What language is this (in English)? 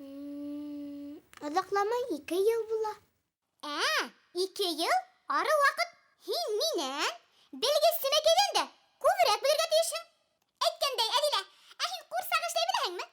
Bashkir